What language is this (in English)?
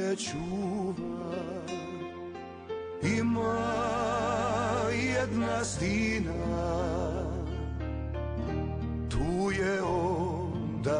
Croatian